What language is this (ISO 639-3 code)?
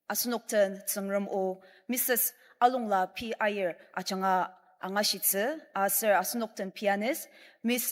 njo